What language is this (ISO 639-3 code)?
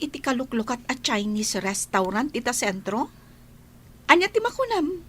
ilo